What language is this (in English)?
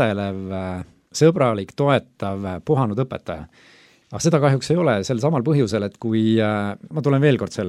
Estonian